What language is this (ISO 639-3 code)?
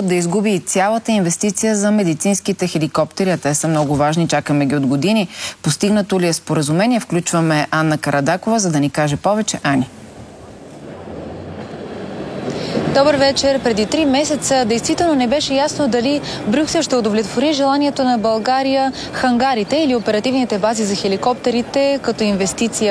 bul